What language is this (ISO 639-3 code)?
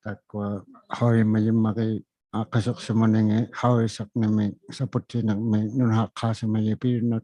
iku